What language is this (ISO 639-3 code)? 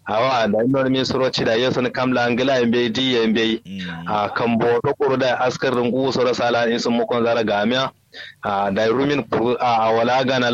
kau